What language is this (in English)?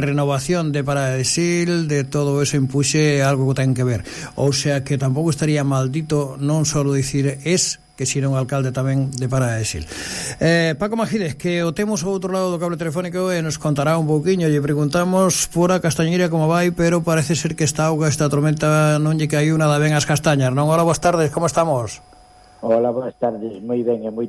Galician